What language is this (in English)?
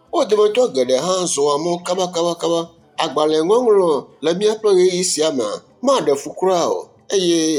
Ewe